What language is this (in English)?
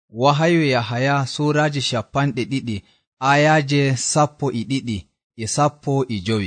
Nigerian Fulfulde